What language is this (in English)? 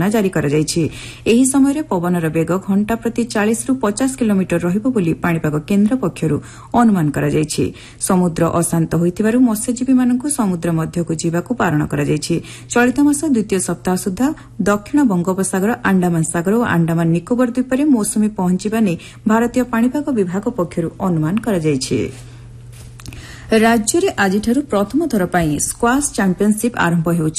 Odia